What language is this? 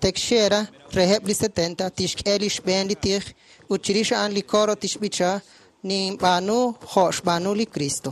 Kekchí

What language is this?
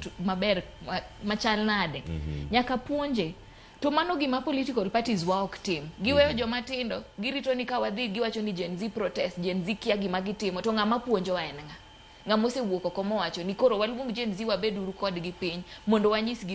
Luo (Kenya and Tanzania)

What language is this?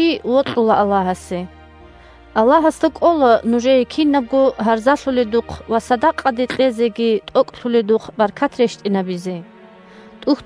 Avaric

